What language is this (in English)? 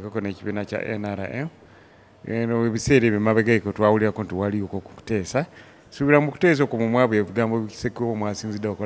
Ganda